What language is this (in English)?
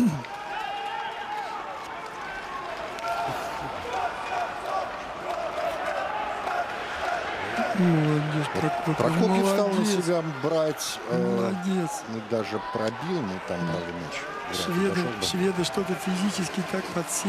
Russian